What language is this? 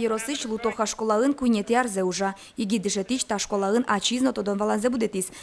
Udmurt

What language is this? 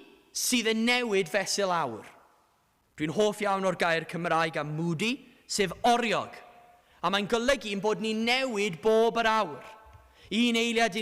Welsh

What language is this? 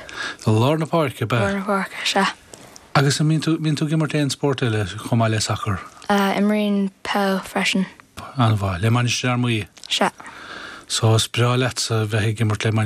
Irish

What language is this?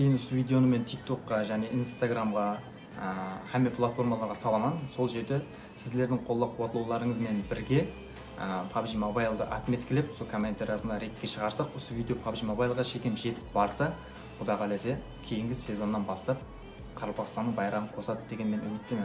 Kara-Kalpak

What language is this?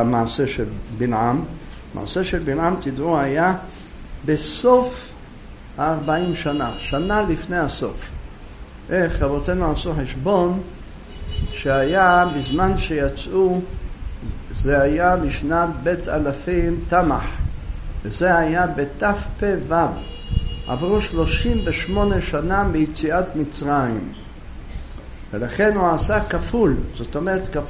Hebrew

